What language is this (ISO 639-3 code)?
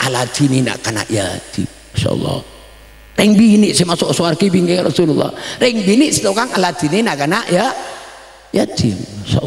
mad